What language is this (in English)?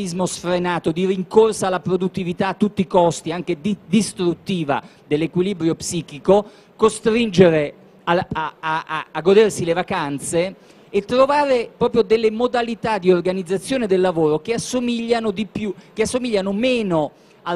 Italian